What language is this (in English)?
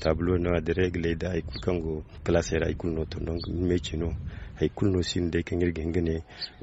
Zarma